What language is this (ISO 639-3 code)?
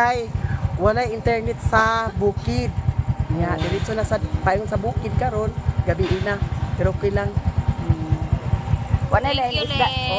ceb